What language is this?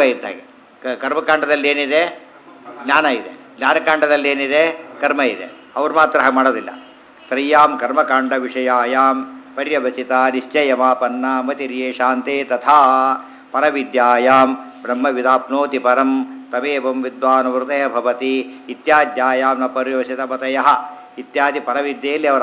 Kannada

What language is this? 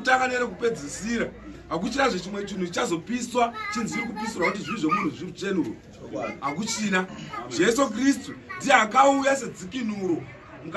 Shona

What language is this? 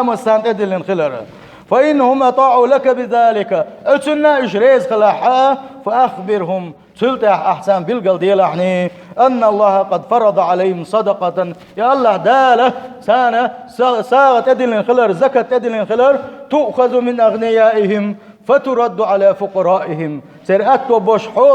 Chechen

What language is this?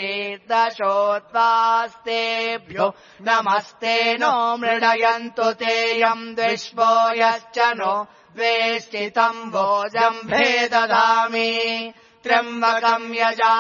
Sanskrit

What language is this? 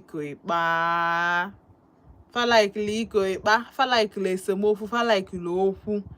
Igbo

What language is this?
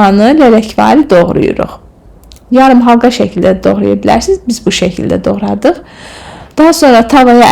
Azerbaijani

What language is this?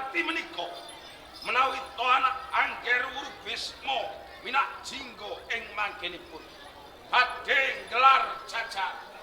Javanese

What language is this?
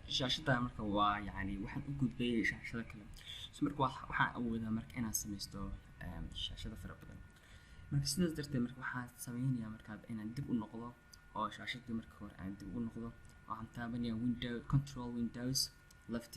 Somali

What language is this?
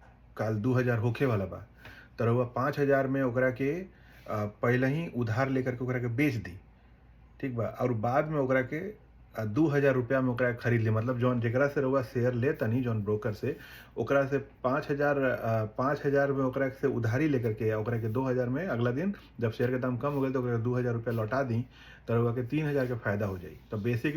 Bhojpuri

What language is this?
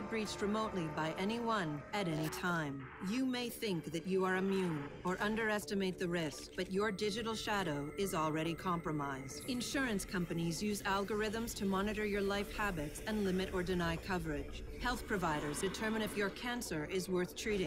English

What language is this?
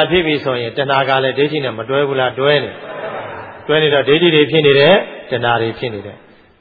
Burmese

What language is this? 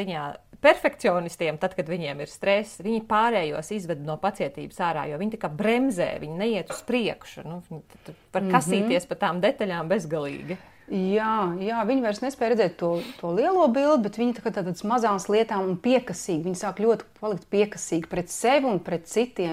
Latvian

